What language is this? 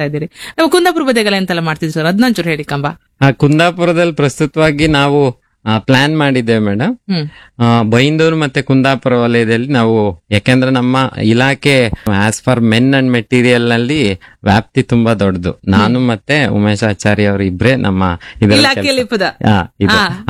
Kannada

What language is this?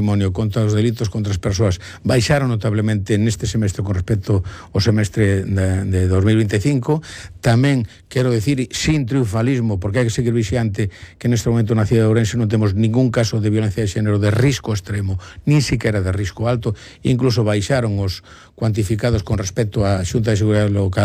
Galician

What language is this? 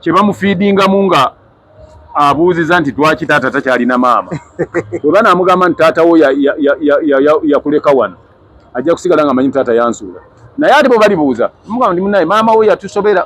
Ganda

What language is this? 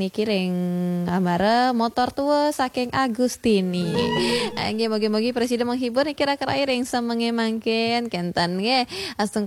Balinese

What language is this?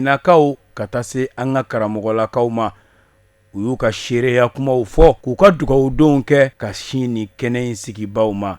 Bambara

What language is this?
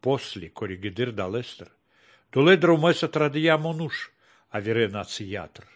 Slovenian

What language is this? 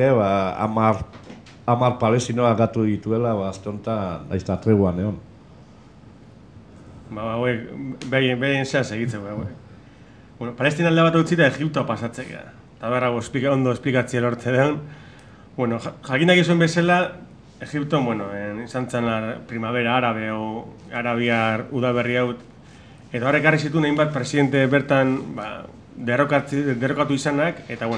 Basque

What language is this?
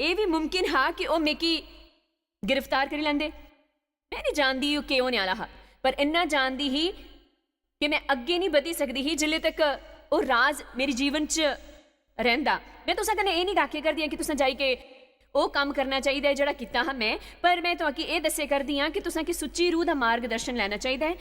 Dogri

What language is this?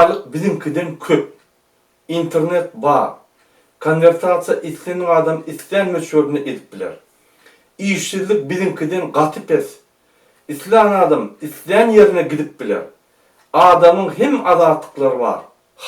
Turkmen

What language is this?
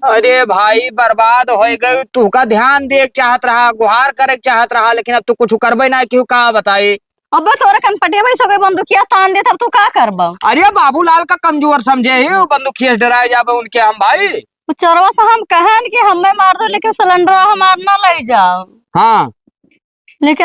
Awadhi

